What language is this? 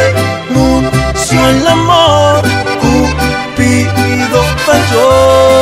Spanish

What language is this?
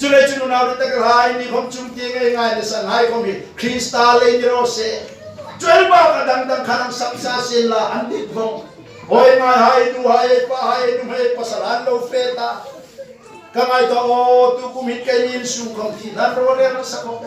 Hmar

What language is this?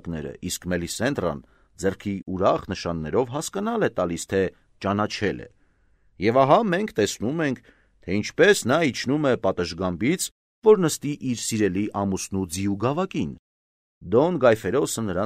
Armenian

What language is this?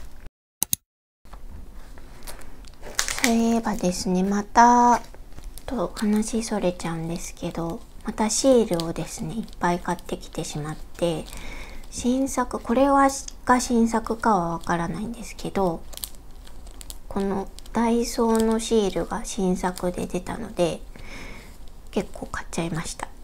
Japanese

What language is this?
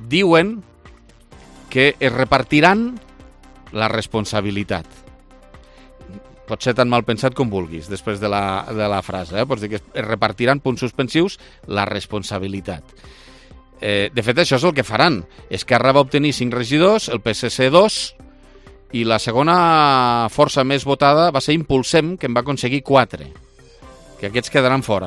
Catalan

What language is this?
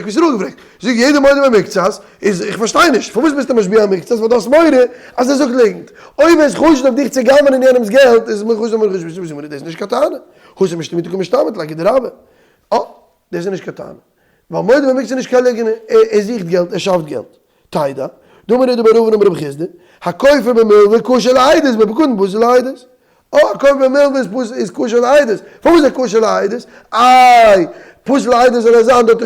Yiddish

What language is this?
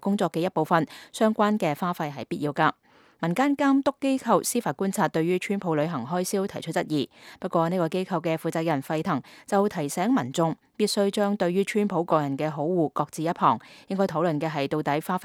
Cantonese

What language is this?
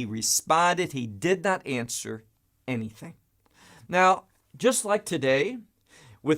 English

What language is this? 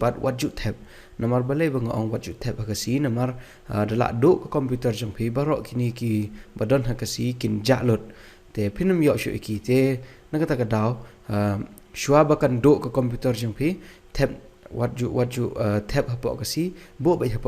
Khasi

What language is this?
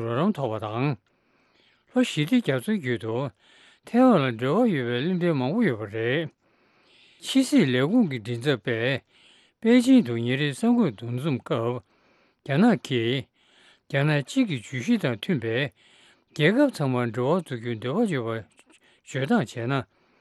Tibetan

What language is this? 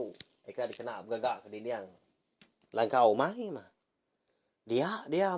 Iban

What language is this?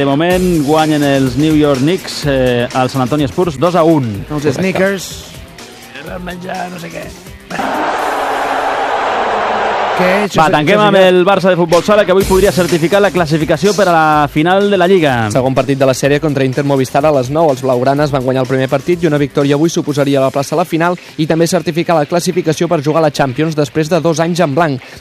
Catalan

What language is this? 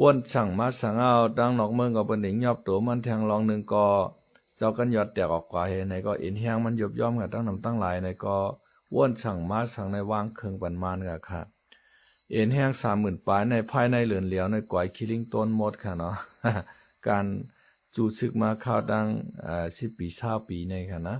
Shan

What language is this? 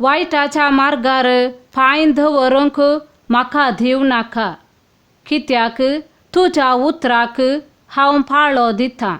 Konkani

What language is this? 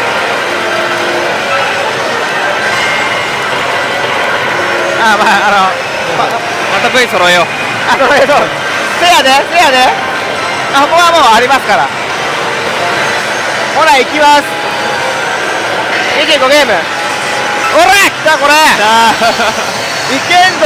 Japanese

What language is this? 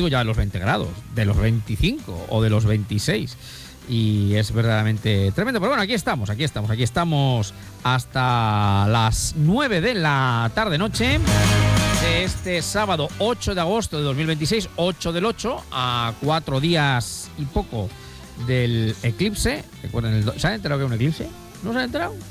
Spanish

